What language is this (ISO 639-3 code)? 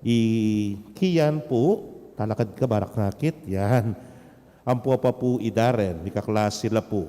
pam